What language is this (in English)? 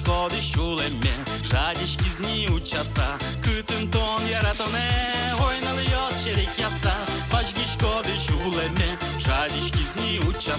Udmurt